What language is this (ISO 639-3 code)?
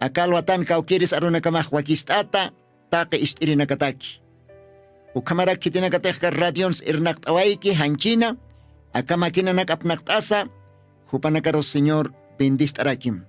aym